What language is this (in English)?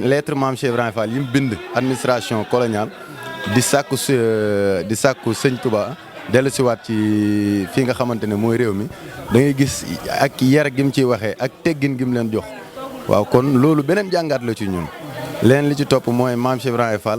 Wolof